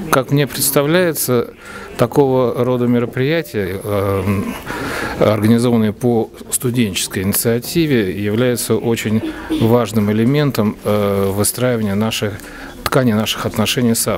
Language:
Russian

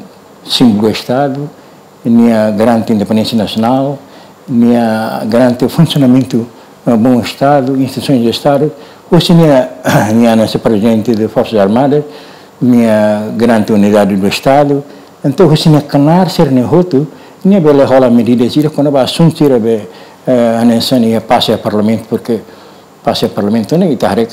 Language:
Tetum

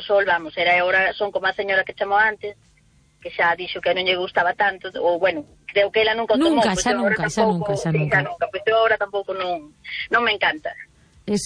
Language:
Galician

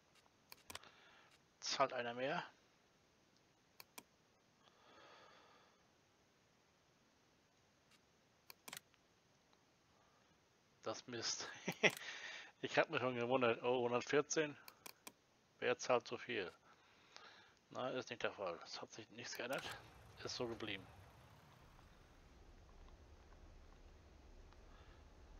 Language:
German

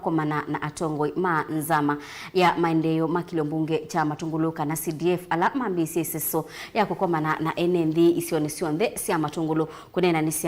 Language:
Kamba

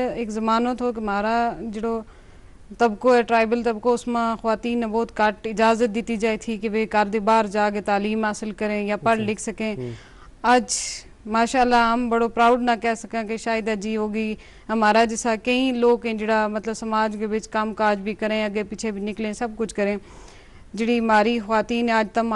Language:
Gujari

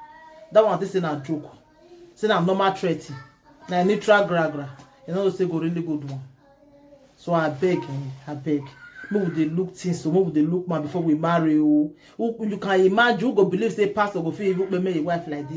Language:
Nigerian Pidgin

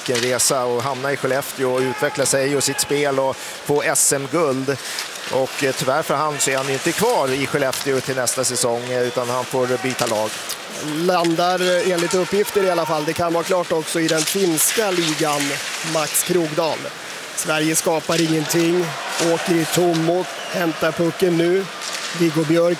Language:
Swedish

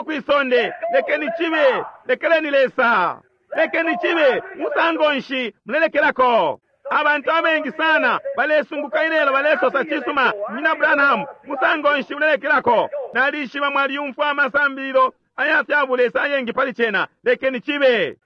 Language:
Bemba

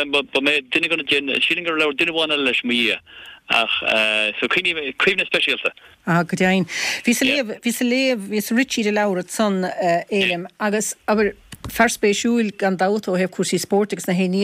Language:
Irish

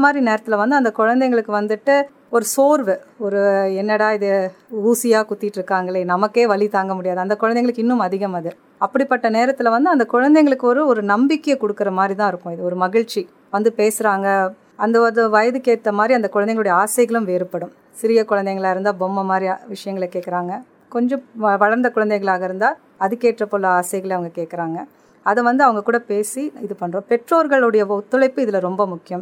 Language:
Tamil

